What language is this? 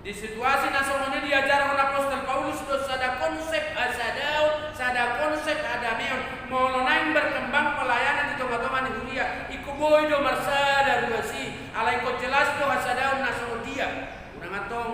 Batak Toba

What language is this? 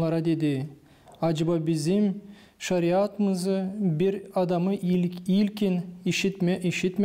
Gagauz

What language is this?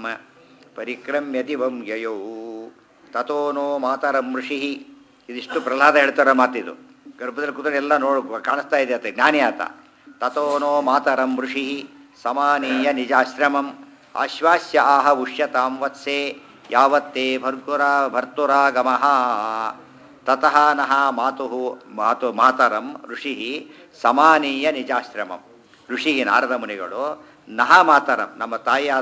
Kannada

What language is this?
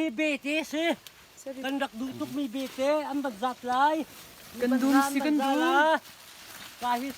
Hakha Chin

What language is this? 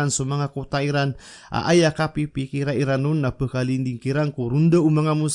Maranao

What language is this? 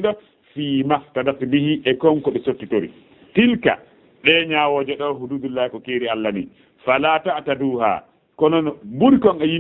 Fula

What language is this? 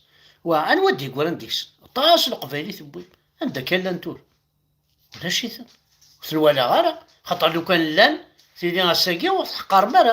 Kabyle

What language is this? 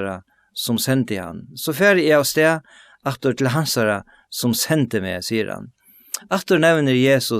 Faroese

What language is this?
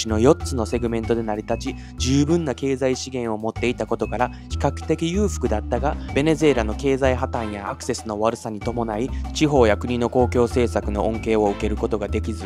Japanese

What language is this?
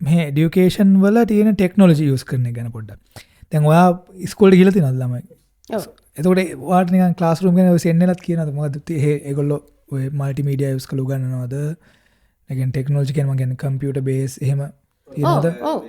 Sinhala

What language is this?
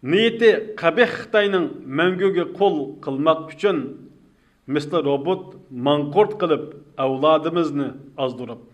Uyghur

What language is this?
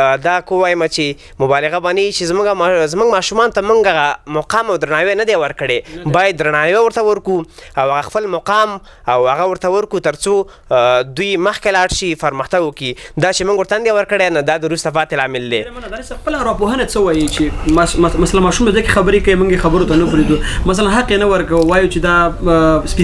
Pashto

